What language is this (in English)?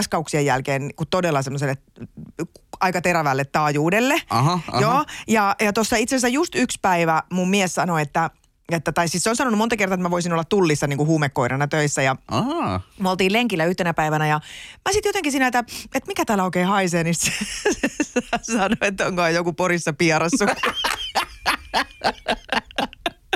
Finnish